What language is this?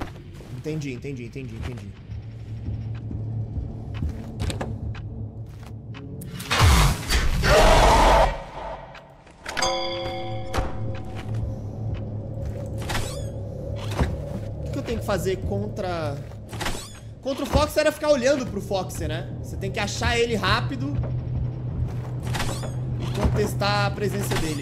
Portuguese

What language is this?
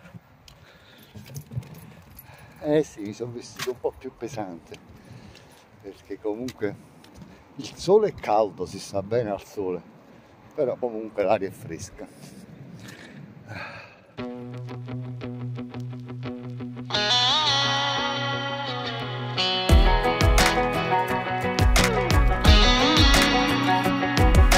Italian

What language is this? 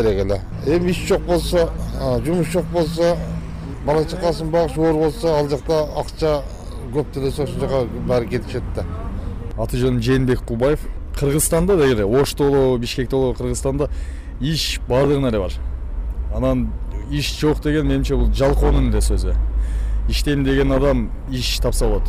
Kyrgyz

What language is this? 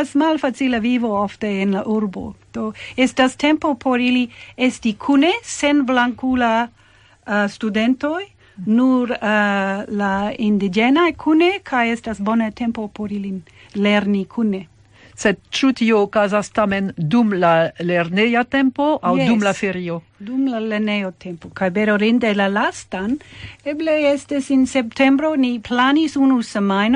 Esperanto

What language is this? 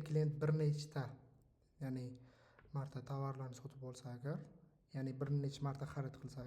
Uzbek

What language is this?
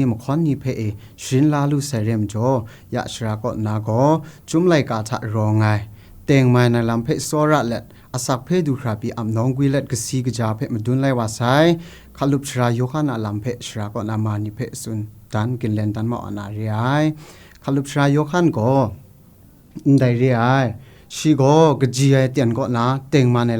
Kachin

